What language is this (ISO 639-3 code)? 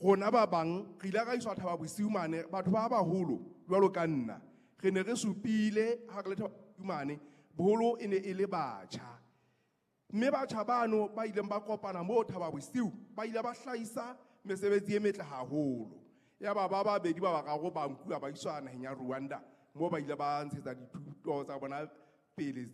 sot